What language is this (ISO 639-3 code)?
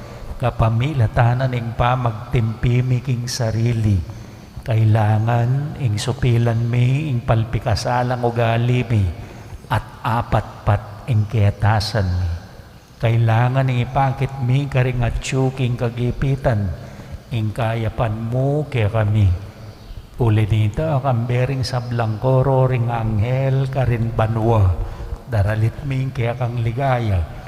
pam